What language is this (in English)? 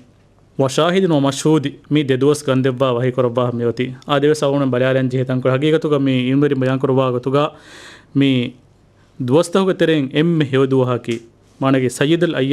Divehi